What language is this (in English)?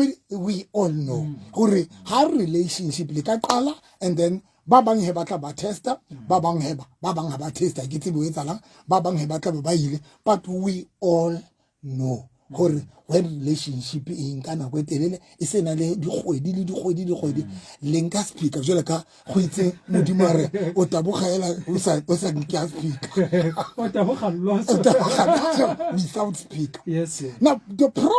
Southern Sotho